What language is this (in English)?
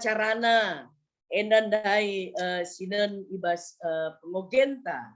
Batak Karo